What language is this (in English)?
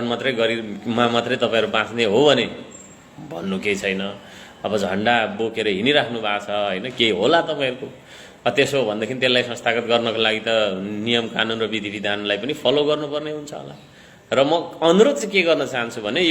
Nepali